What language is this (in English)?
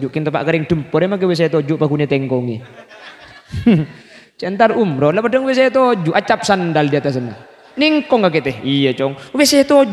Madurese